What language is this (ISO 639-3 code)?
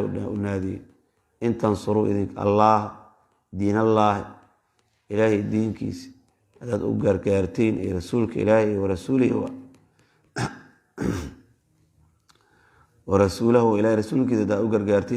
som